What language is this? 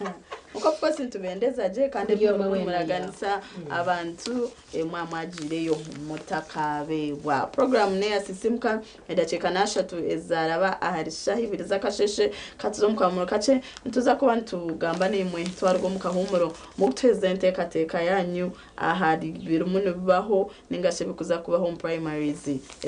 Nyankole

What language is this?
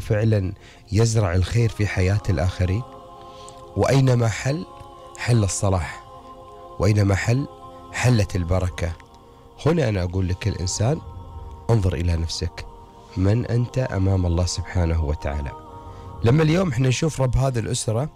Gulf Arabic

